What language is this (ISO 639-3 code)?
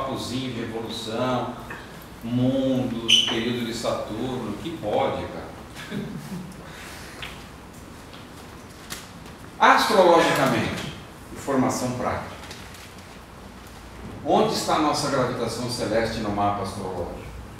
por